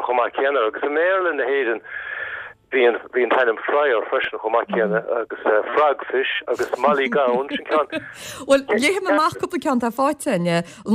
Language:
Irish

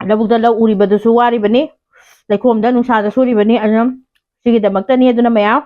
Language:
Manipuri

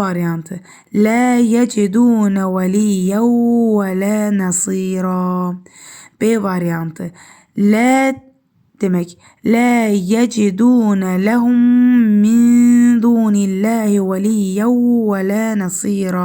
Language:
Azerbaijani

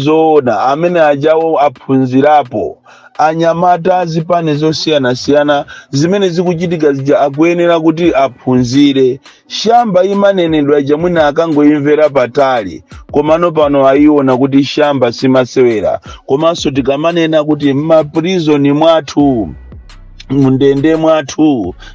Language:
Nyanja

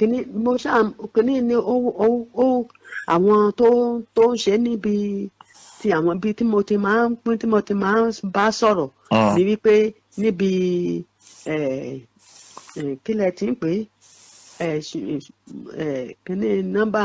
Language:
Yoruba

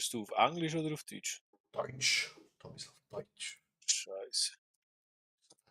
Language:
Swiss German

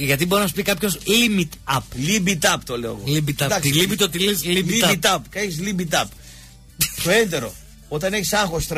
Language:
Greek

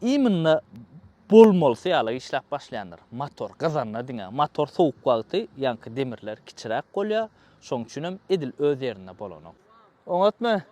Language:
Turkmen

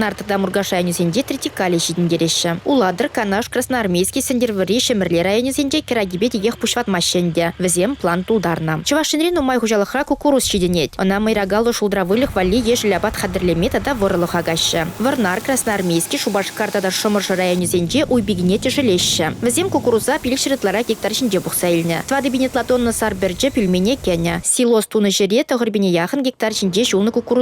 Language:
Chuvash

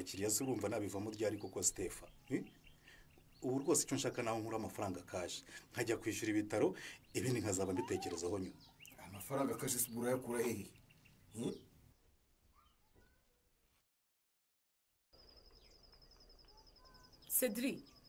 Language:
Kinyarwanda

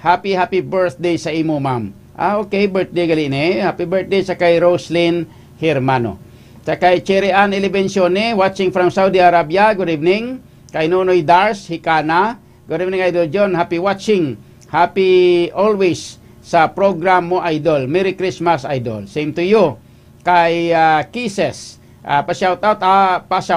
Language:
Hiligaynon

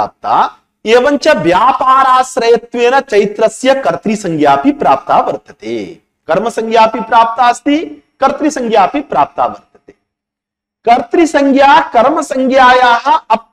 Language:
Sanskrit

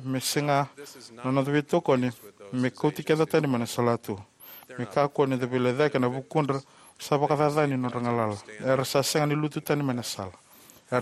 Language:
Fijian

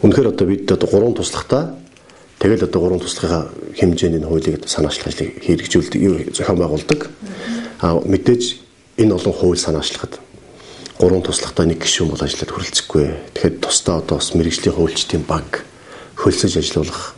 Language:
Mongolian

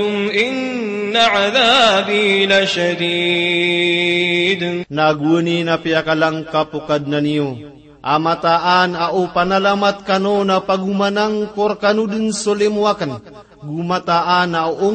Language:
Maranao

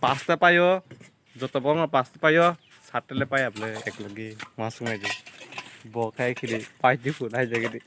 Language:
Kok Borok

